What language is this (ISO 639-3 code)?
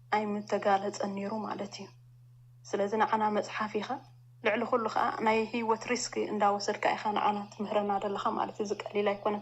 tir